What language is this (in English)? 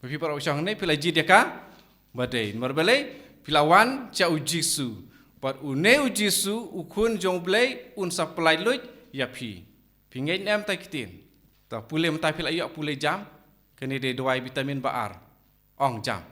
Khasi